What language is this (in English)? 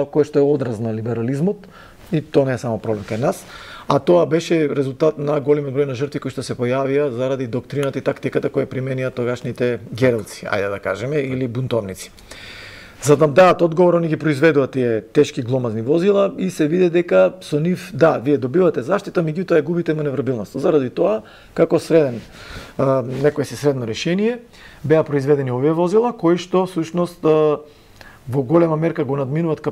Macedonian